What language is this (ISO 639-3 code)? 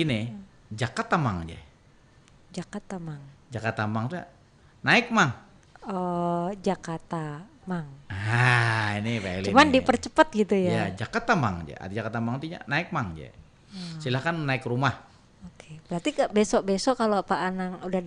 bjn